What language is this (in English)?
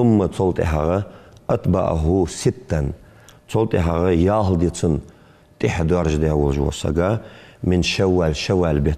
Ingush